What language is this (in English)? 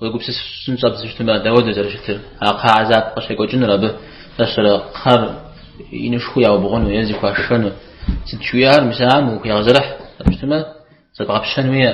Kabardian